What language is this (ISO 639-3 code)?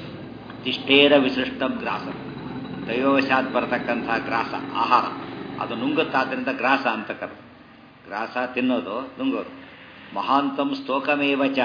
kan